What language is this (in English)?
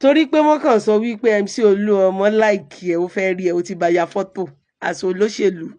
Yoruba